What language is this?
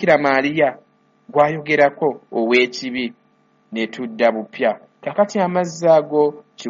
Ganda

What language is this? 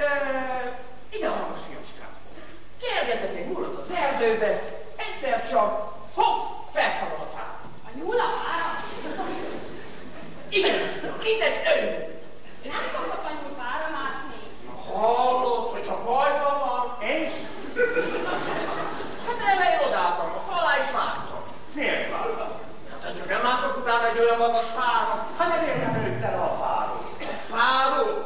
Hungarian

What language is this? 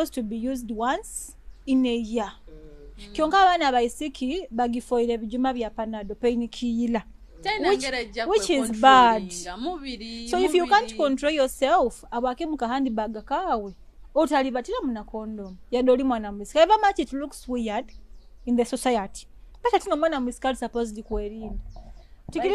Nyoro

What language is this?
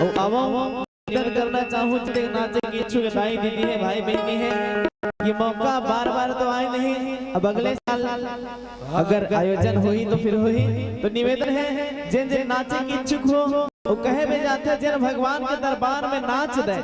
Chhattisgarhi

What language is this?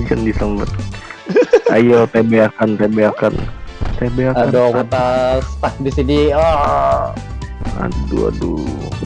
Banjar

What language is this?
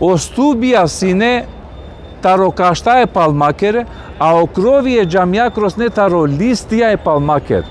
Balkan Romani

